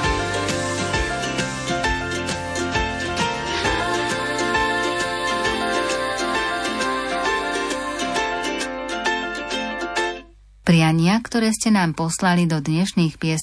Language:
Slovak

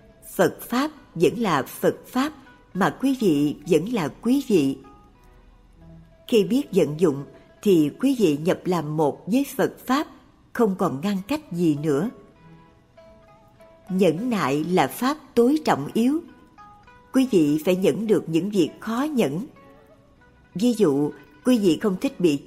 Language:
Vietnamese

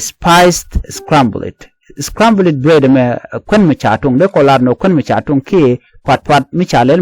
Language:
Nuer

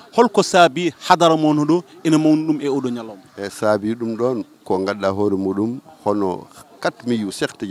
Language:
Fula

